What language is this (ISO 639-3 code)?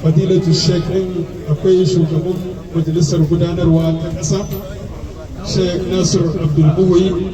hau